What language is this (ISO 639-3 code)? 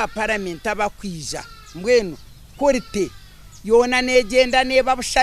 nyn